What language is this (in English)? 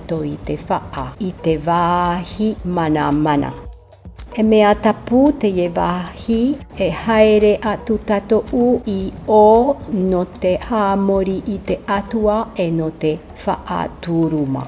Tahitian